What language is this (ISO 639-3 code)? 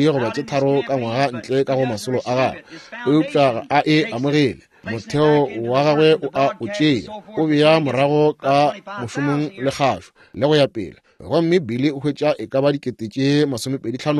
nso